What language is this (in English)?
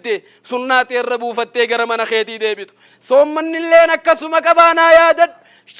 Oromo